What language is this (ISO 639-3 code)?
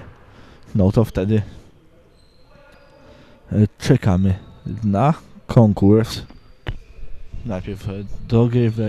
pol